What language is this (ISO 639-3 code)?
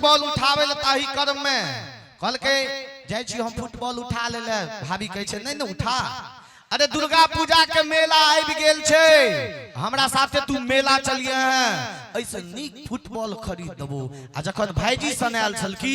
mai